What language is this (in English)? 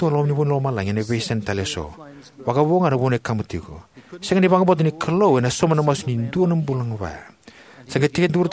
Fijian